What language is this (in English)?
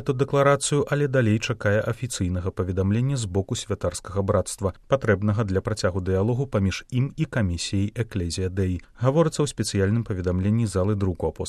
Belarusian